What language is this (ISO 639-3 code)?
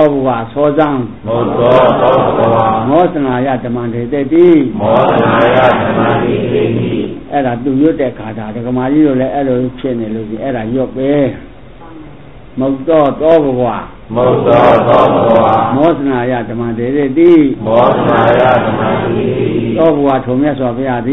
mya